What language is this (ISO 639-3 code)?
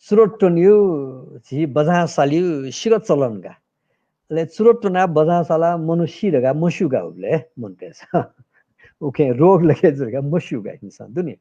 new